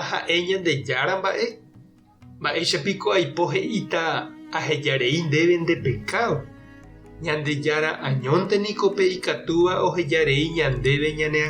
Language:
Guarani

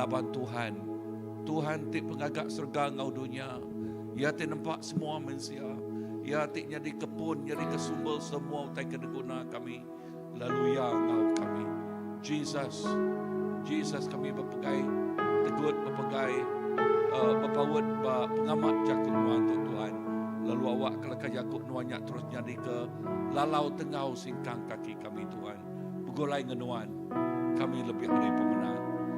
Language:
Iban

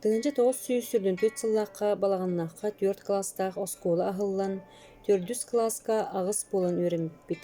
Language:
Yakut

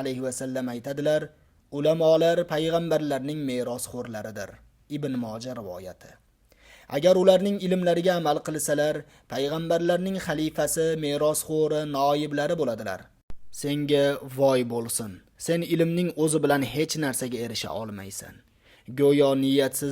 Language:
Uzbek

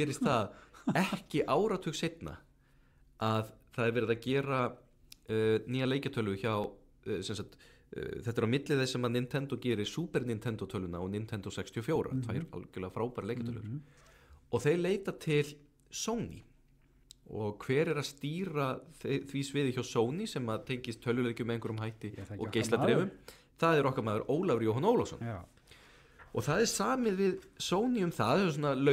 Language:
Icelandic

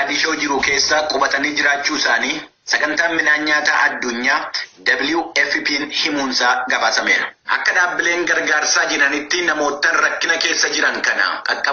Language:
Oromo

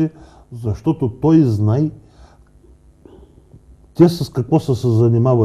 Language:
Bulgarian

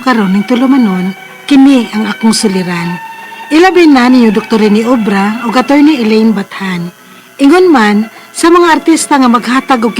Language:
Cebuano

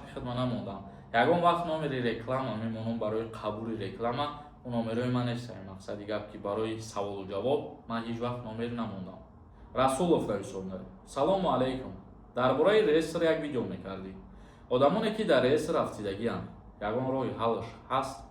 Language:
Tajik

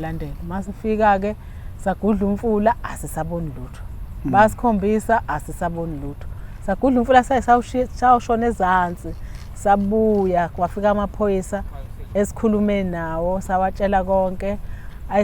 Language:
Zulu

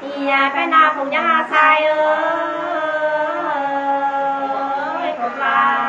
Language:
Nung (Viet Nam)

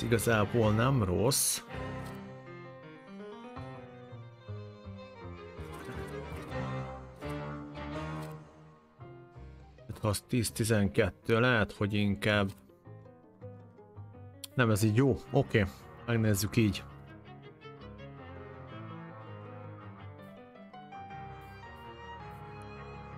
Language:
Hungarian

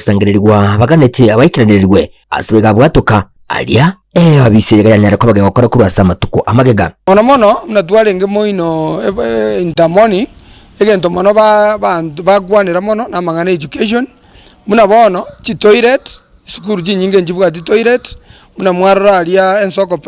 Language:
Gusii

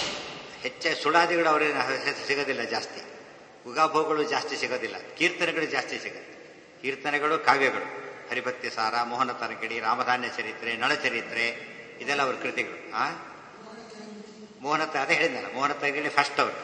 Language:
Kannada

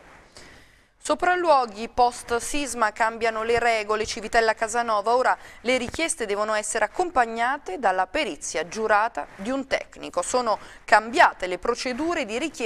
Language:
Italian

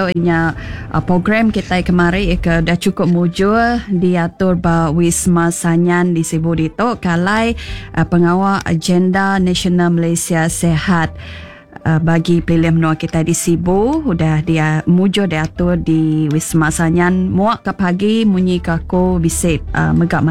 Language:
Iban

